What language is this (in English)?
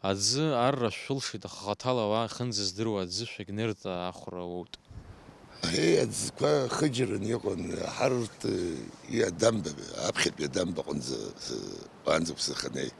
Abkhazian